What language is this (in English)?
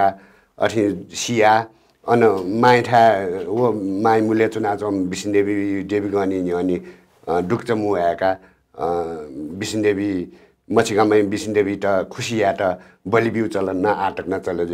Newari